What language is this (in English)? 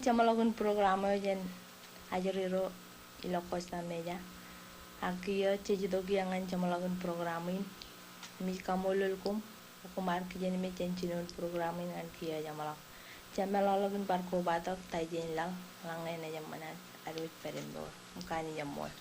Marshallese